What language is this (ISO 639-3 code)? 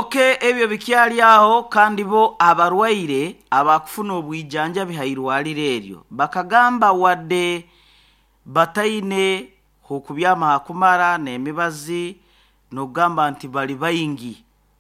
nyn